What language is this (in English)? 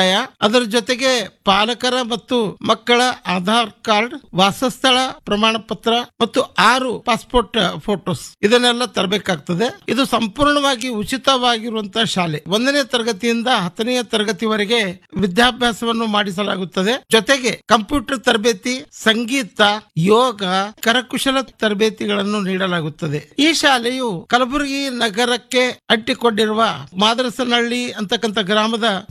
Kannada